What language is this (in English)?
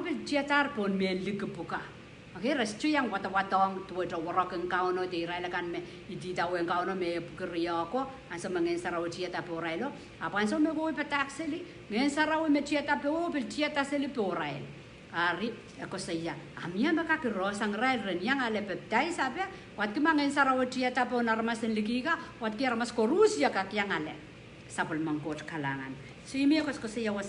Pohnpeian